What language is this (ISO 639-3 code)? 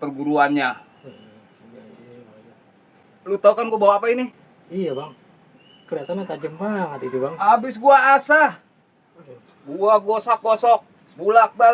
bew